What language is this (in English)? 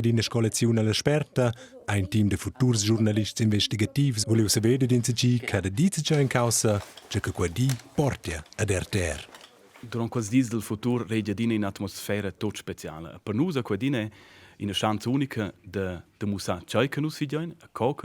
Romansh